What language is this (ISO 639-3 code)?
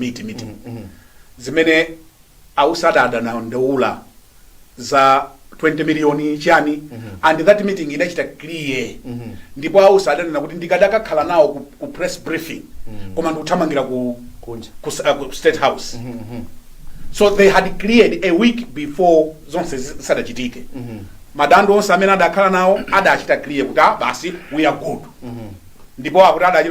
nya